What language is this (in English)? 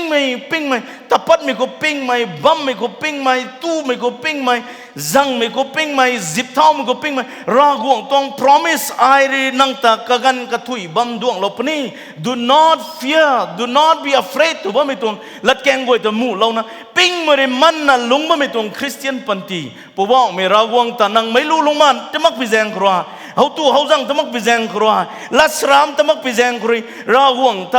Rongmei Naga